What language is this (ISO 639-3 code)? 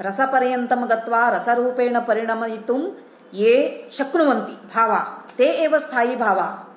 san